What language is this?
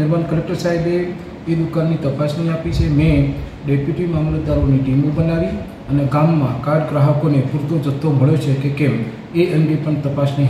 Gujarati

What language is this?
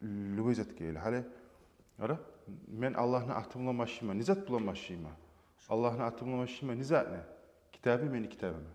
Kumyk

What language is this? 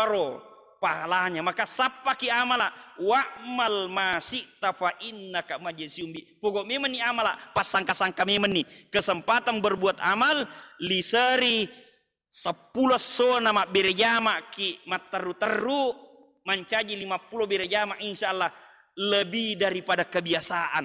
Buginese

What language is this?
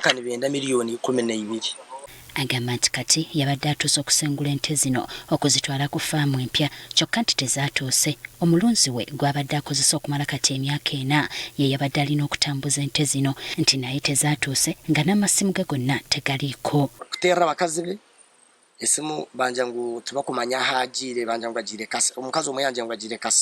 Ganda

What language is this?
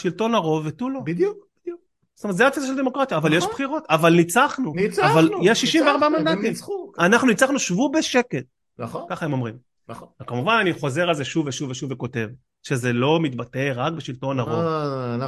Hebrew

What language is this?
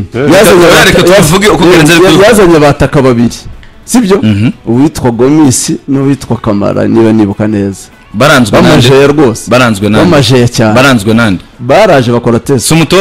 Kinyarwanda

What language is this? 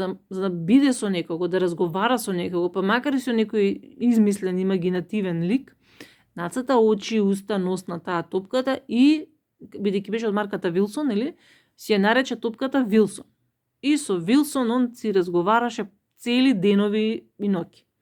Macedonian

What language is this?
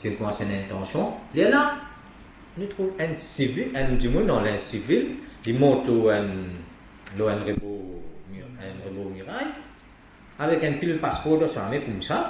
Morisyen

